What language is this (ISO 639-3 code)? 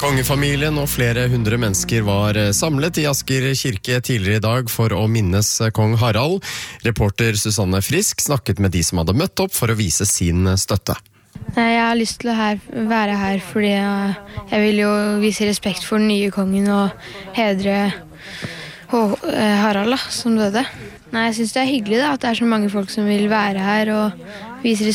nor